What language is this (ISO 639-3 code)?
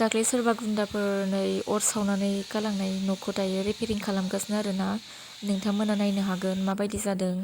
brx